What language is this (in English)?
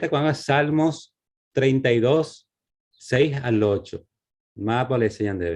Guarani